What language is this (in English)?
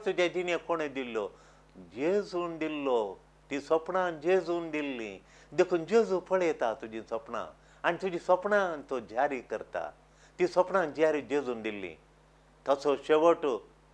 Konkani